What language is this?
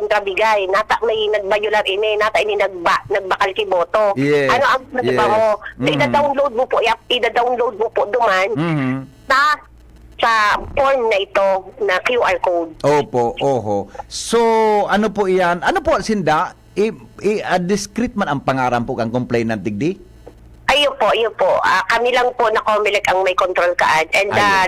Bikol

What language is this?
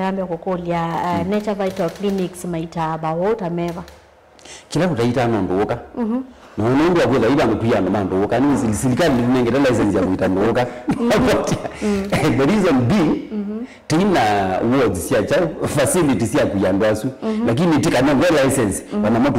Kamba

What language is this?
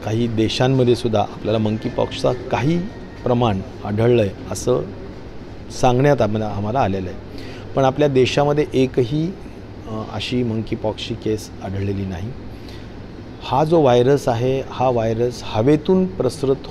Marathi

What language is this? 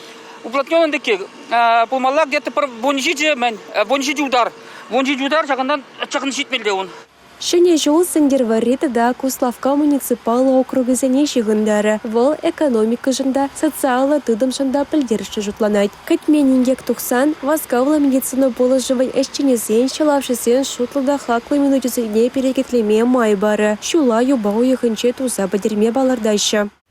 Chuvash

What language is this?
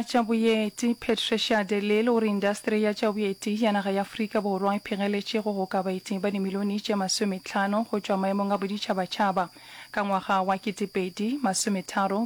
Northern Sotho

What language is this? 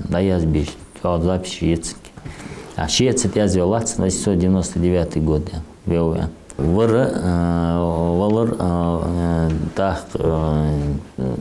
Ingush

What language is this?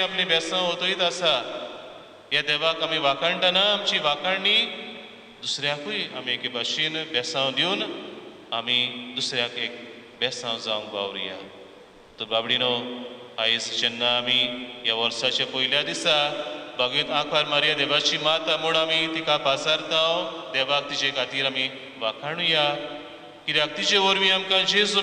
Konkani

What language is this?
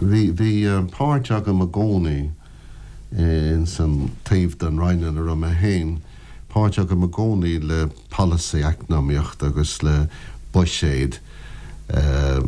Irish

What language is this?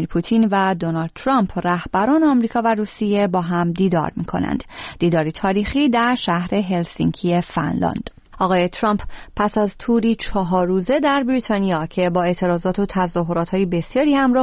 Persian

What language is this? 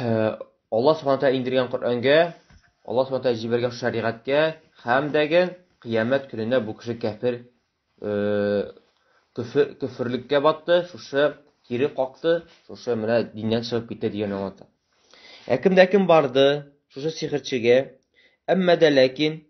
Tatar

